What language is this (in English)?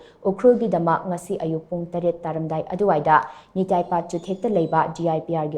Manipuri